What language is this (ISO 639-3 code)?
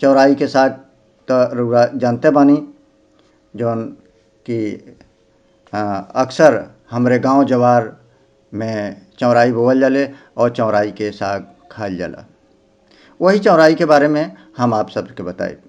bho